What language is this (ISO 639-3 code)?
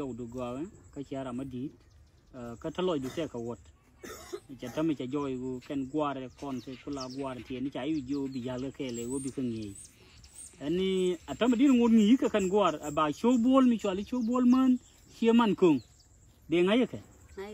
nus